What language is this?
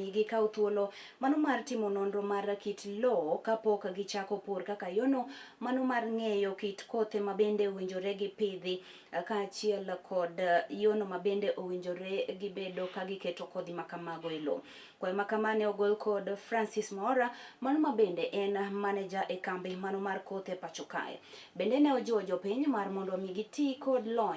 Luo (Kenya and Tanzania)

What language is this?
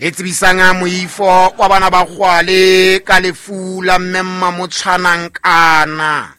Southern Sotho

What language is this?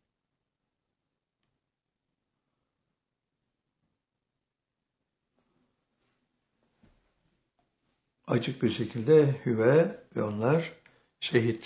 Turkish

